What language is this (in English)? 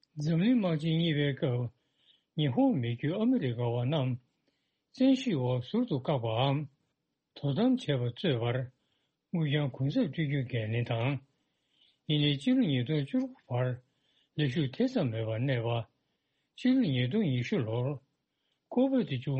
Tibetan